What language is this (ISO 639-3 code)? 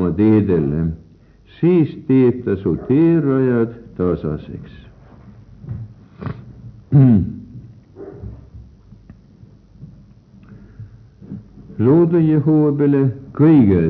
est